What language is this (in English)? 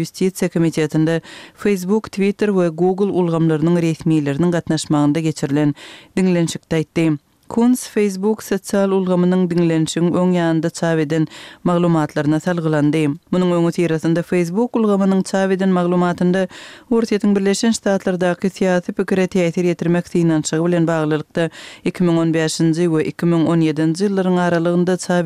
Turkmen